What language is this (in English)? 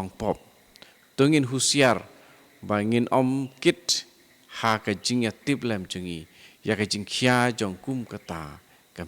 Khasi